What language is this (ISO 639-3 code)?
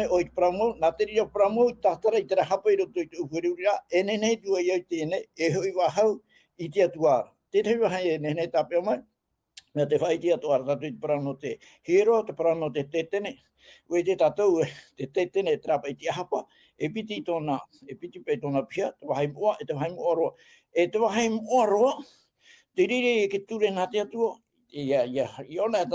tah